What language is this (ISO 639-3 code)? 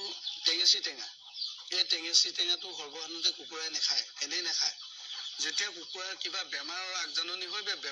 asm